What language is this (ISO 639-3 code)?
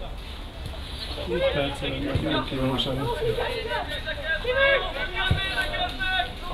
hun